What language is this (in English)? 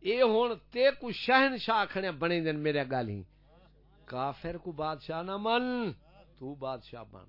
Saraiki